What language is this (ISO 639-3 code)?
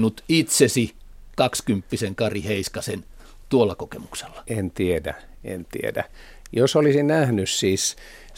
fin